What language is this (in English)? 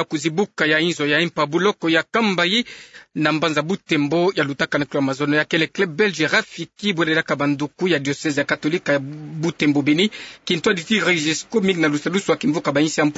Kituba (Democratic Republic of Congo)